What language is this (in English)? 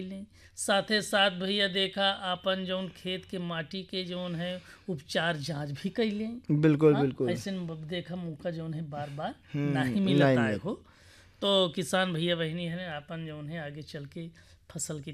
Bhojpuri